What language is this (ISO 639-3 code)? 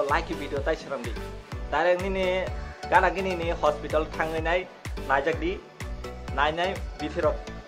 trp